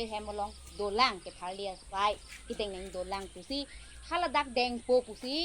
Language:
Karbi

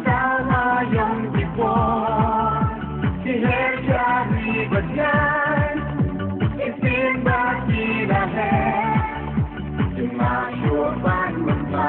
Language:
Khasi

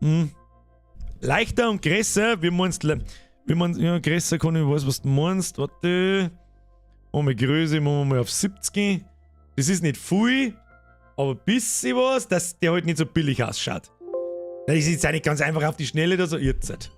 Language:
Bavarian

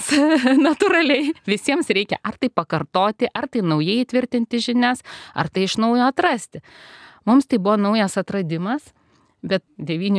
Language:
Lithuanian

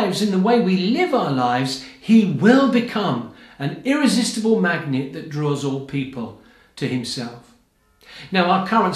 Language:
English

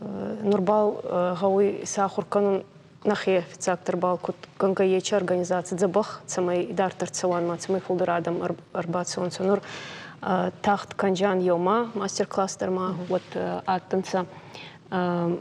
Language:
Ossetic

